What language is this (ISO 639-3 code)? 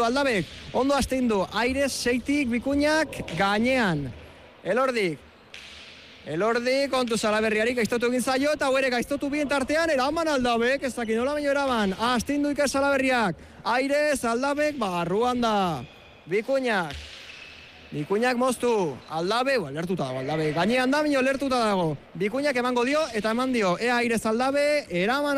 eus